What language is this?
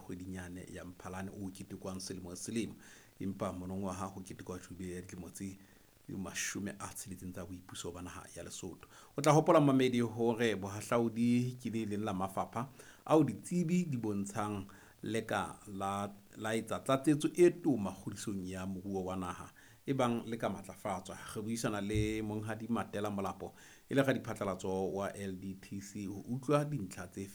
Southern Sotho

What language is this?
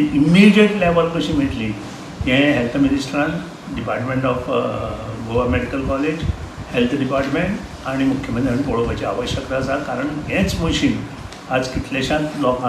Konkani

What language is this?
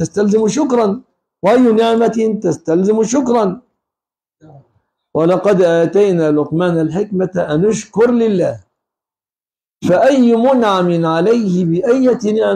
Arabic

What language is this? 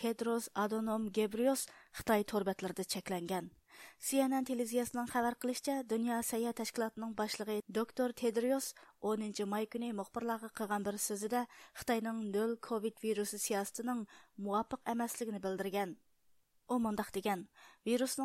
Uyghur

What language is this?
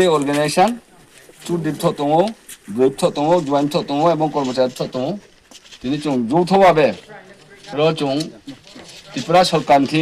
Riang (India)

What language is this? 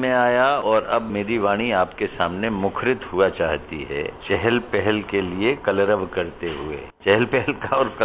Hindi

